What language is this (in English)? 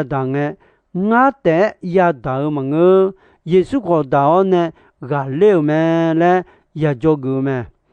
Akha